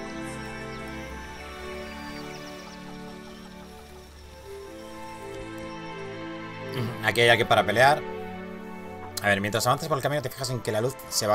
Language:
Spanish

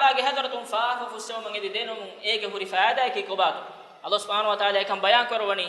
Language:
Divehi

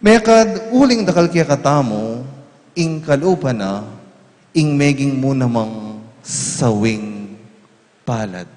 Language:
Pampanga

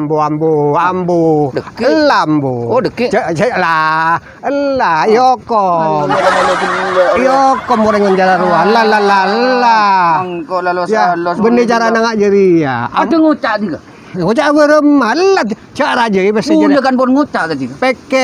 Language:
Madurese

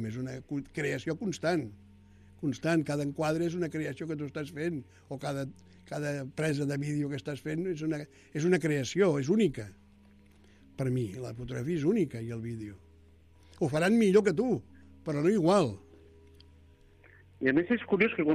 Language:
Catalan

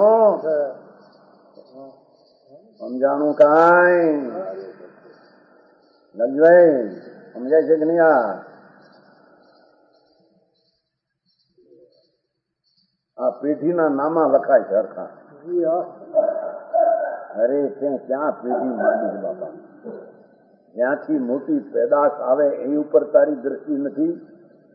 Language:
Gujarati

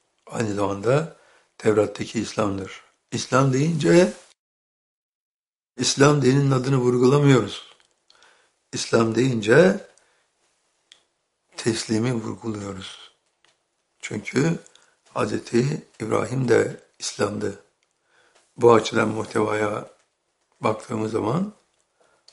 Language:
Turkish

